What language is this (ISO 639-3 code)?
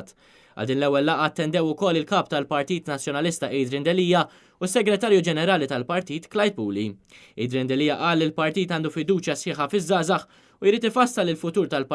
mlt